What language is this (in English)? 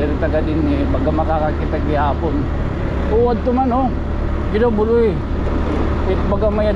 Waray